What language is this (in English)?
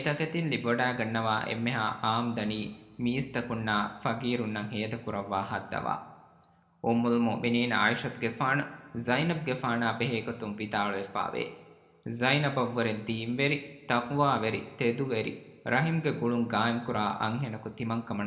Divehi